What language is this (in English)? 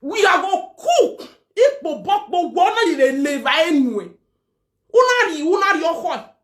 Nigerian Pidgin